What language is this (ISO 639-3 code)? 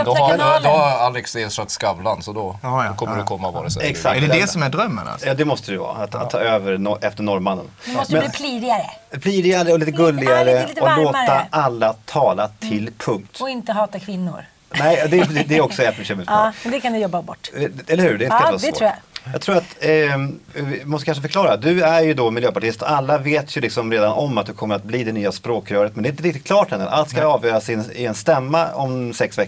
swe